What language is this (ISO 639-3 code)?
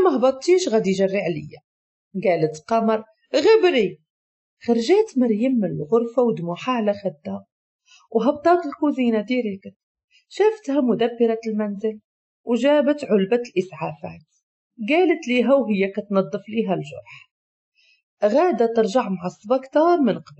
ary